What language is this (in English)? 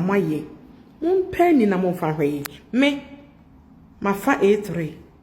Akan